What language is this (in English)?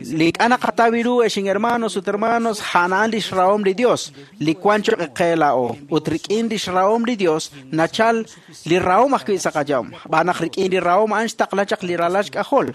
Kekchí